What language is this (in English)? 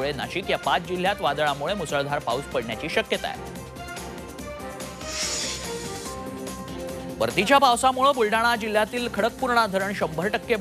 Marathi